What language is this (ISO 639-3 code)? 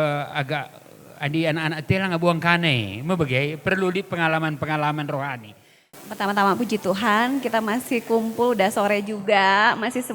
btx